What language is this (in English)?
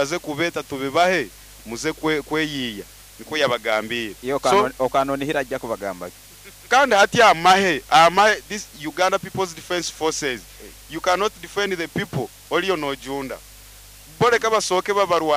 Nyoro